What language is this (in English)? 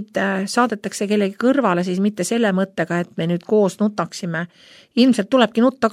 Estonian